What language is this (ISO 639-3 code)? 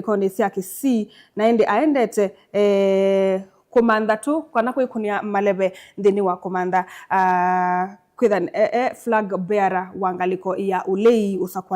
kam